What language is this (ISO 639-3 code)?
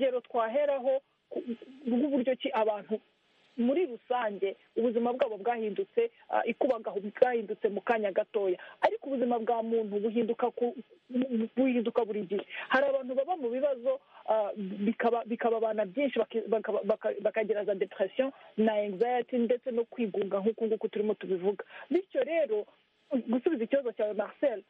kin